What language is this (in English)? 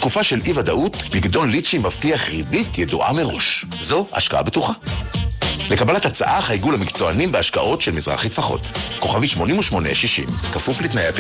Hebrew